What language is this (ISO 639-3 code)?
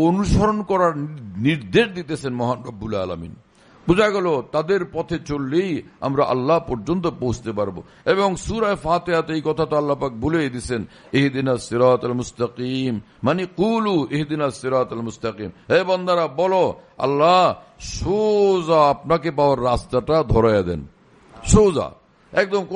ben